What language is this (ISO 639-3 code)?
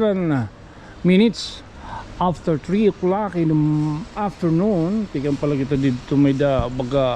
war